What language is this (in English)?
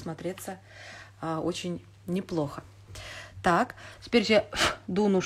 Russian